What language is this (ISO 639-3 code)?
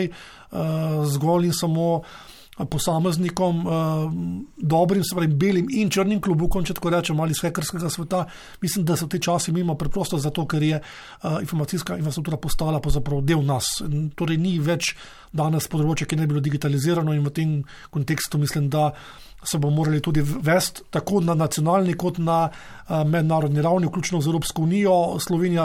slv